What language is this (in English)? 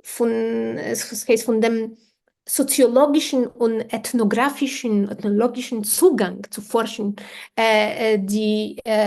Yiddish